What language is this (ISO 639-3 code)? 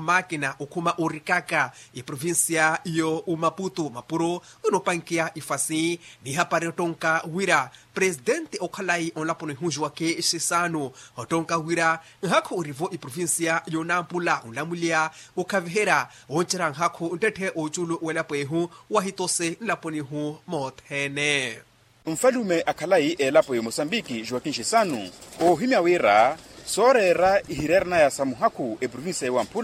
vmw